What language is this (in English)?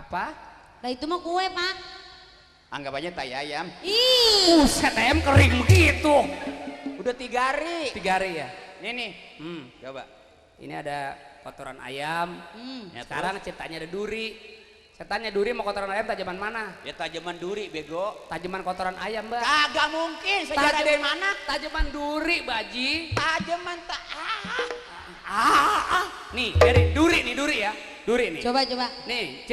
Betawi